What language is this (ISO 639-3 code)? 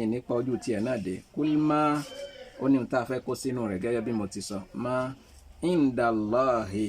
yor